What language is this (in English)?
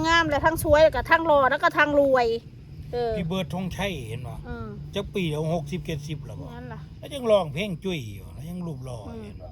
Northeastern Thai